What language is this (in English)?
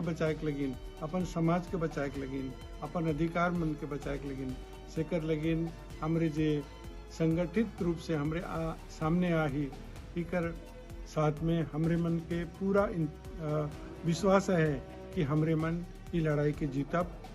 Sadri